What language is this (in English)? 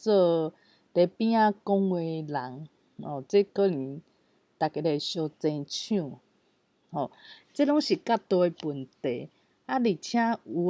Min Nan Chinese